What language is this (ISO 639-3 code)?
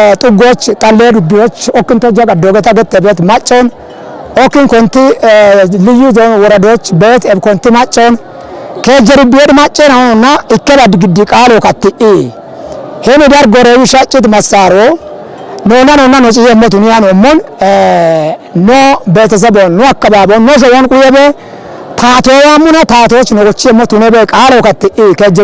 kbr